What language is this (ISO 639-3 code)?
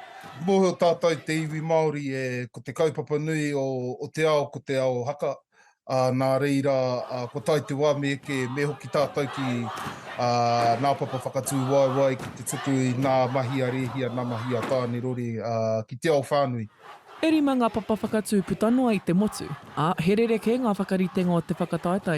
mri